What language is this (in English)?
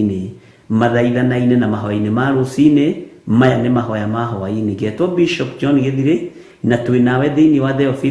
Kikuyu